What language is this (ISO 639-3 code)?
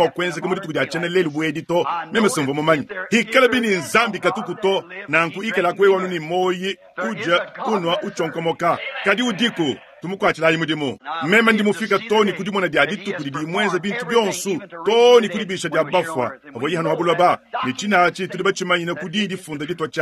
lua